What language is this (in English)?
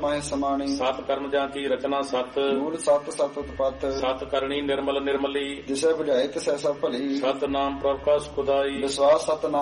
Punjabi